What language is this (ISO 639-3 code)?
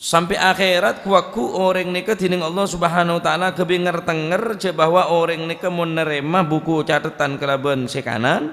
mad